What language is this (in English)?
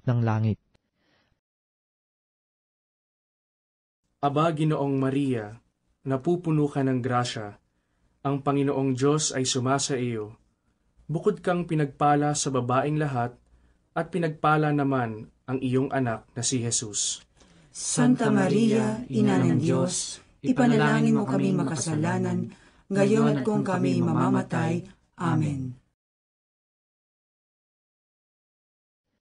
Filipino